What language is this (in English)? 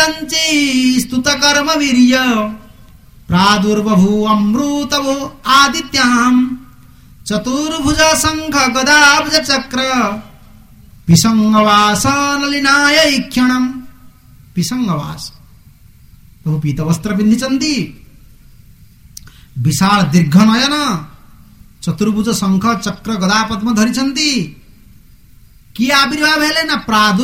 Odia